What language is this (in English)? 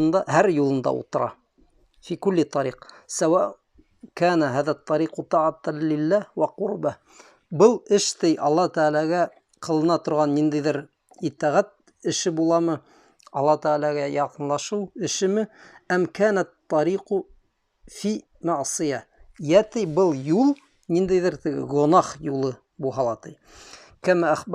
Bashkir